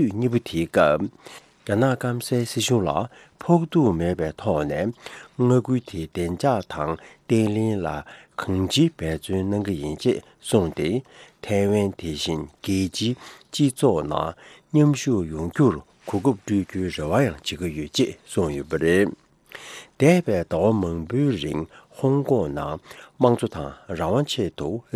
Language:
Tibetan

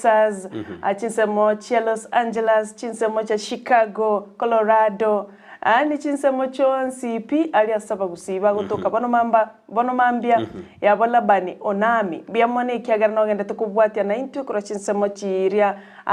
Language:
Gusii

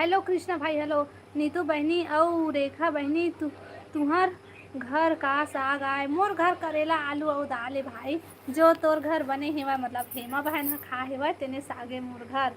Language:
Chhattisgarhi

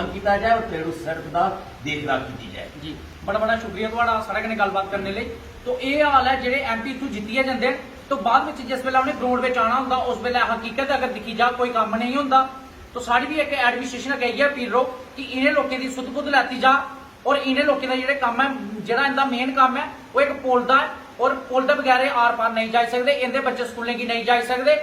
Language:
Dogri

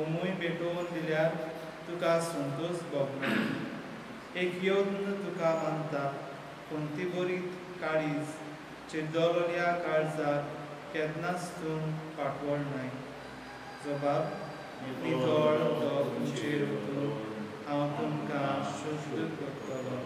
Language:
Konkani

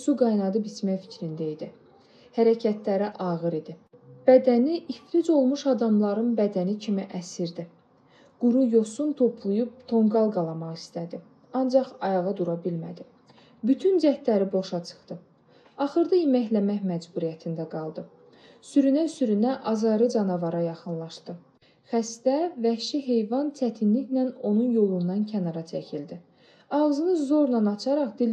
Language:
Azerbaijani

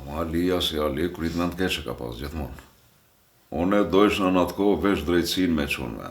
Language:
Albanian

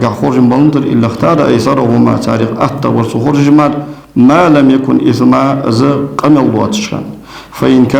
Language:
Ingush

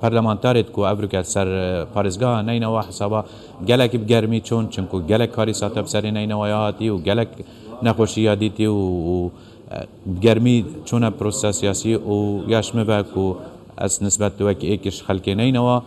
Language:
Kurdish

